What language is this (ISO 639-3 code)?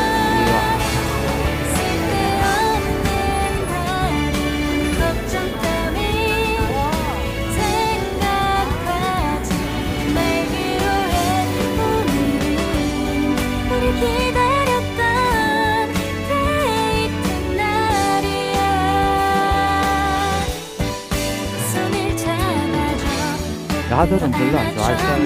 kor